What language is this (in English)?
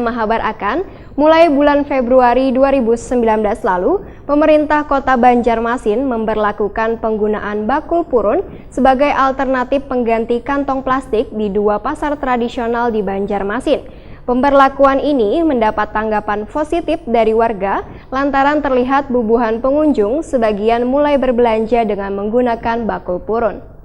Banjar